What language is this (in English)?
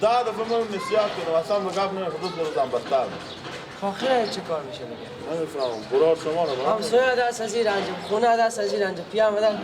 Persian